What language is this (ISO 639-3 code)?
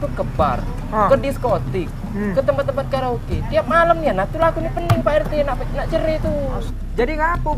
mui